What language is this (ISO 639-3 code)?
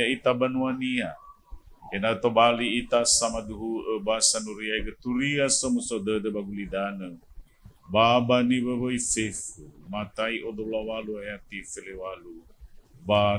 nia